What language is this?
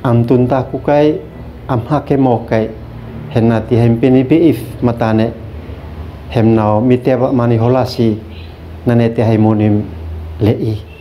Uab Meto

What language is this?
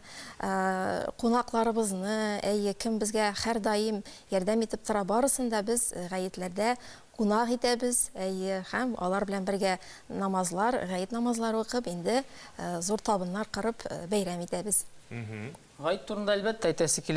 Tatar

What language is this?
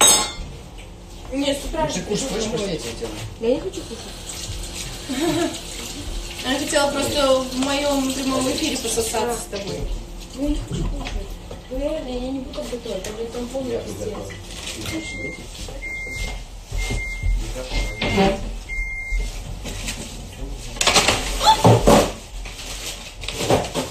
Russian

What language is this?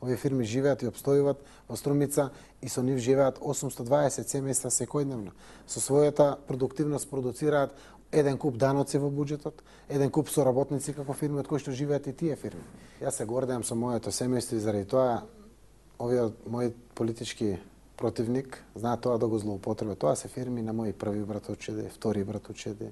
Macedonian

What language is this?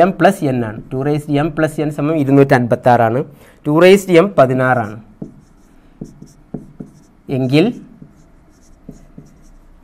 Malayalam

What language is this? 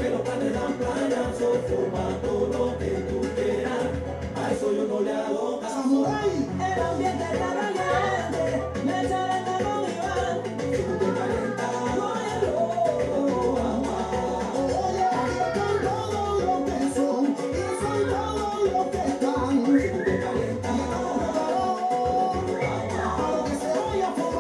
Spanish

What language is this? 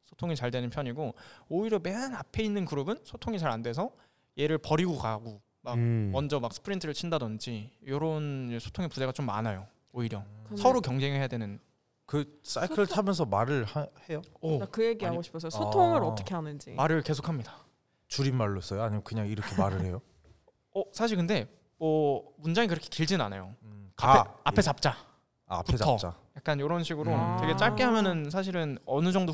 Korean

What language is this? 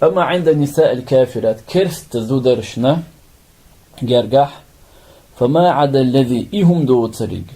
Chechen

